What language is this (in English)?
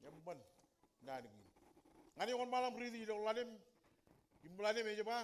Marshallese